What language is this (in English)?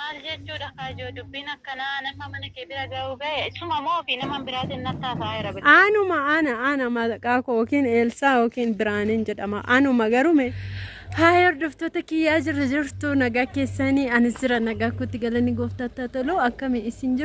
Oromo